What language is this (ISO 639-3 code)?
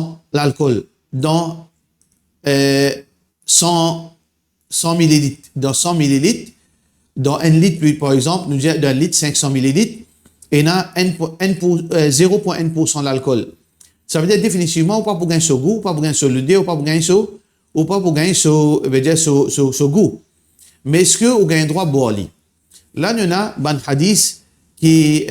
mfe